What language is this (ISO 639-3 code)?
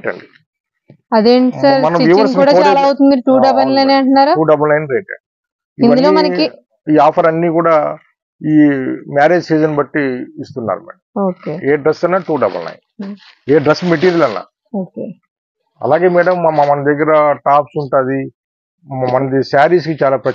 tel